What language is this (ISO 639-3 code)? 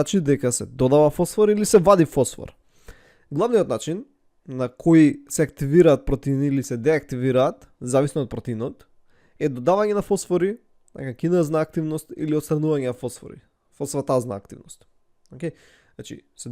mkd